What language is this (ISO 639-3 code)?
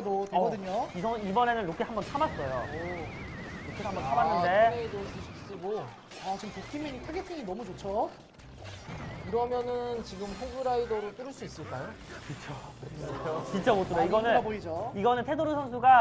kor